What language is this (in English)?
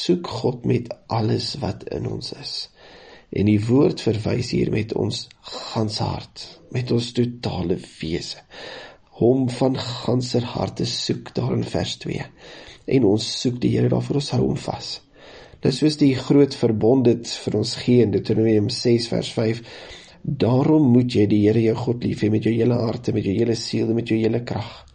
Afrikaans